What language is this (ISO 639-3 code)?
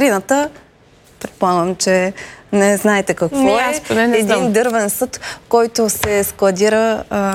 bul